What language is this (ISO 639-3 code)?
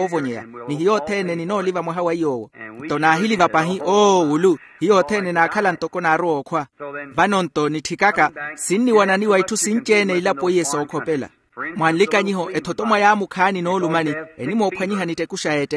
vmw